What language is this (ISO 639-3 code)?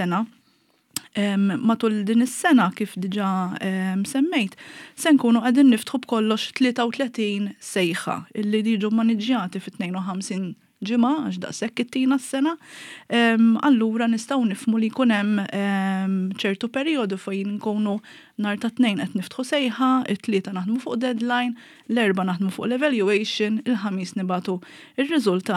mlt